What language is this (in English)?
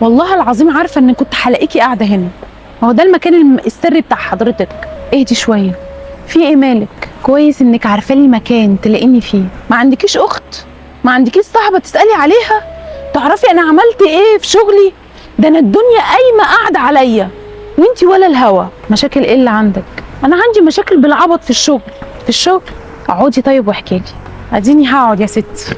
Egyptian Arabic